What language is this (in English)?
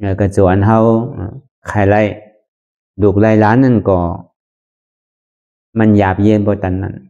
Shan